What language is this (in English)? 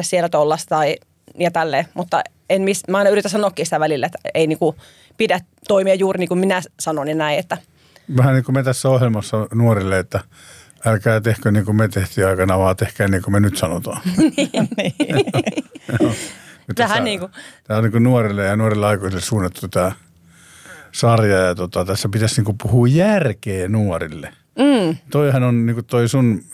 Finnish